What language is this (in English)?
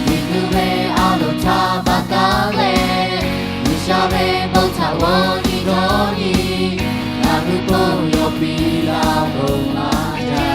Lahu